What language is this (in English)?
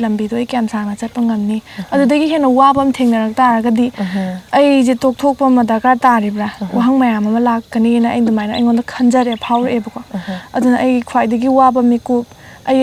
Manipuri